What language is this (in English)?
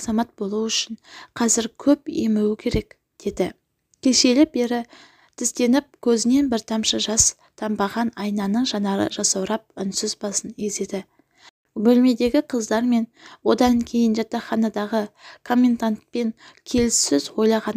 Kazakh